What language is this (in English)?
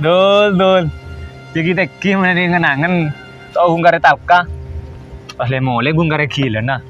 Madurese